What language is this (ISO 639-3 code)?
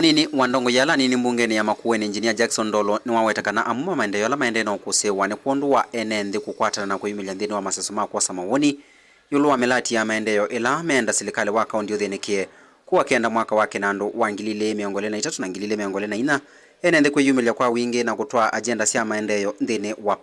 kam